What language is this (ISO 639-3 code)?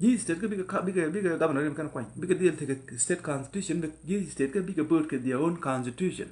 nus